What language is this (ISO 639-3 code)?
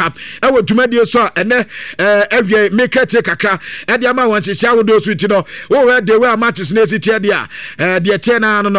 aka